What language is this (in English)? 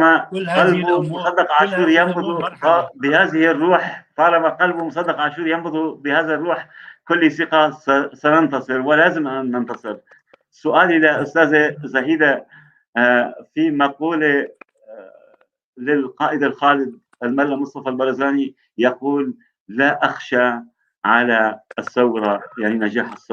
North Levantine Arabic